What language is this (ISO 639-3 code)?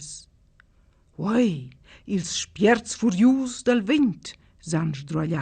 roh